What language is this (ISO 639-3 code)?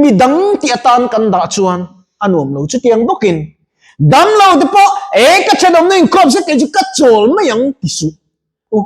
lus